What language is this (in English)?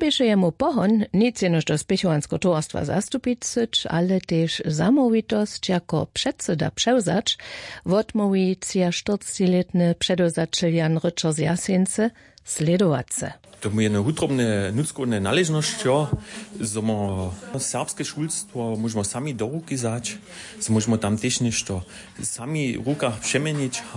Upper Sorbian